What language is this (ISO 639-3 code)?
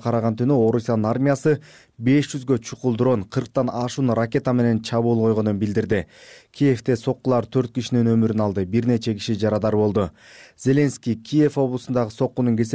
kir